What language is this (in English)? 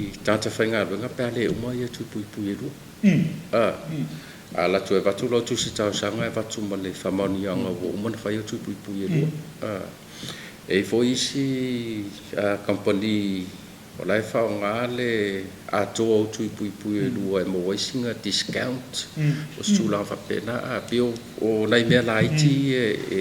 Samoan